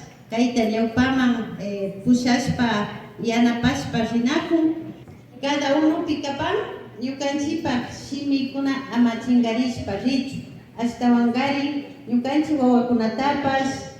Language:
Imbabura Highland Quichua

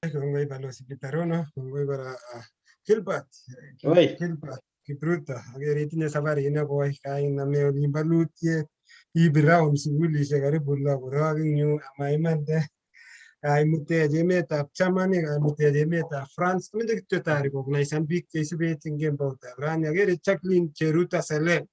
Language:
Kalenjin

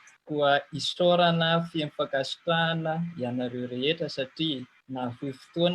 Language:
Malagasy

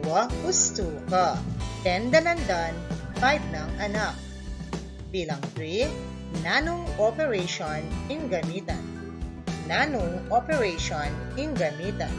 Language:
Pampanga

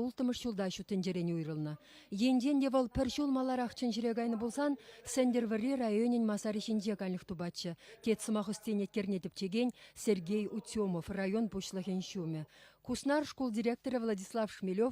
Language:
Chuvash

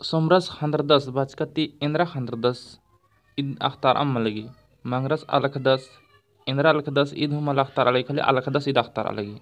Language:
Kurukh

